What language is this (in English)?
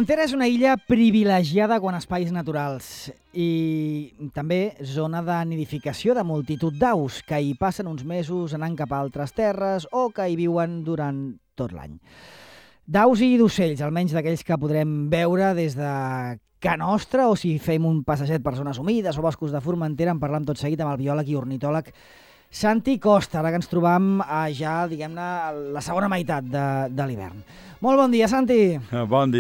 Catalan